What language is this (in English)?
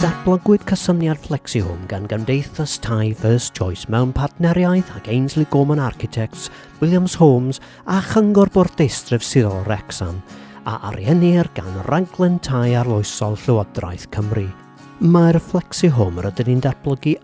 Welsh